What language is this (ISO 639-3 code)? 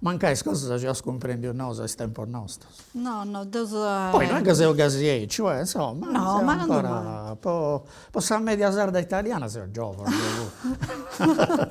srd